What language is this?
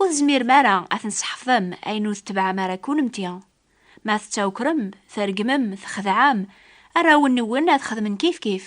Kabyle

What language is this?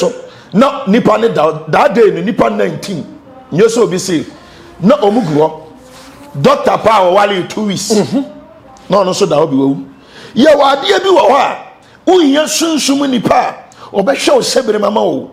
Akan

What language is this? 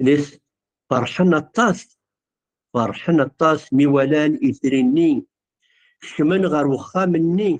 Kabyle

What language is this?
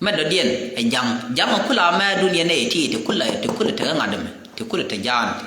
Nuer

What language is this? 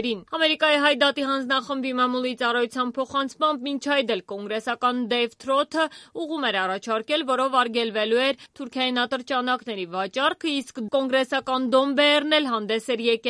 Armenian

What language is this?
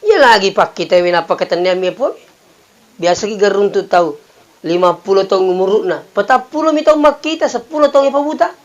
Buginese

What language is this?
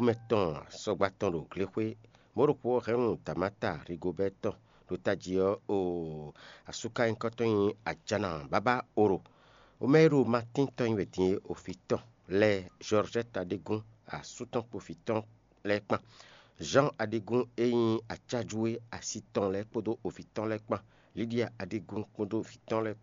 Fon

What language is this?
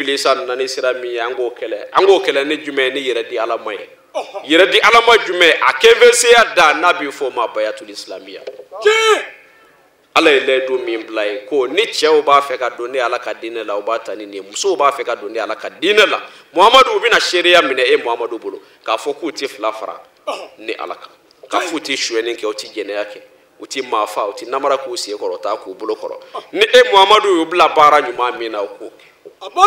Bambara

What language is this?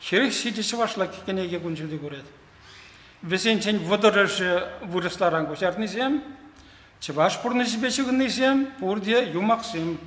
Chuvash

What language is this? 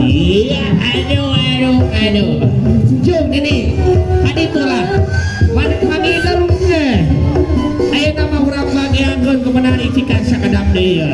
Sundanese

